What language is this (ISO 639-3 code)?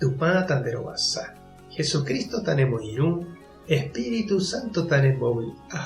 grn